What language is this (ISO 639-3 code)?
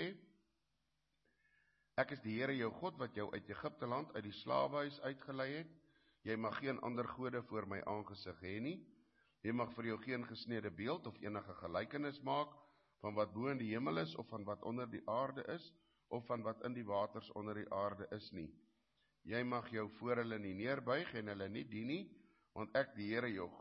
afr